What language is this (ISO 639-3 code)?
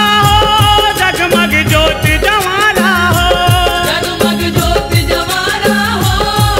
hne